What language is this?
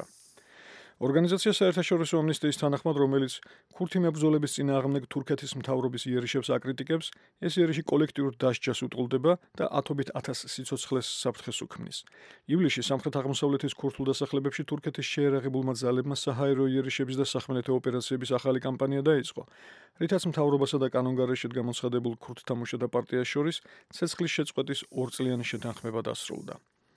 Georgian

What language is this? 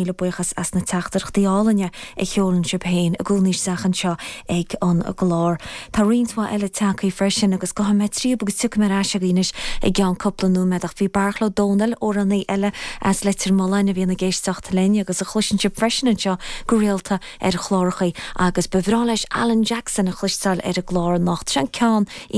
Irish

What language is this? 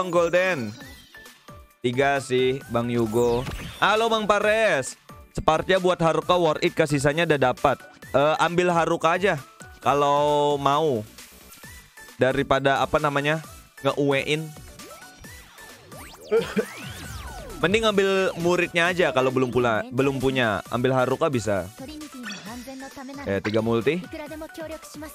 Indonesian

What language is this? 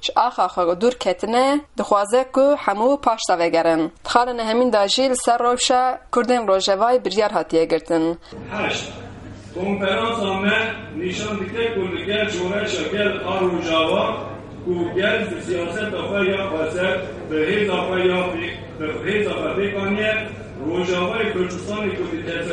Kurdish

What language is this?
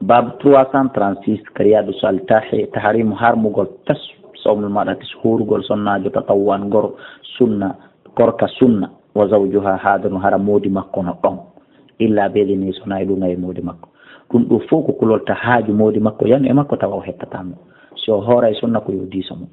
Fula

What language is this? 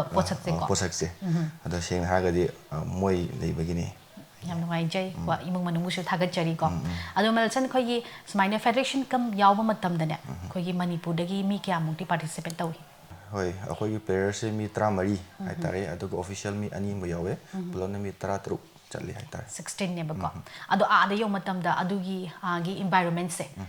Manipuri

